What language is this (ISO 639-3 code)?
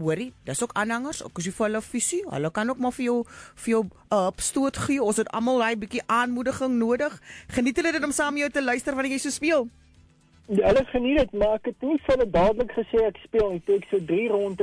afr